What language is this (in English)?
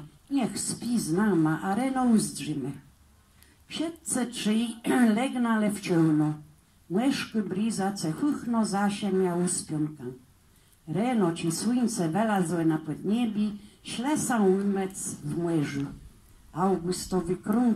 Kashubian